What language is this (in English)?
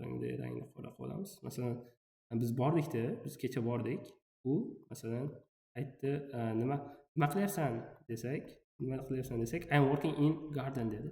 Uzbek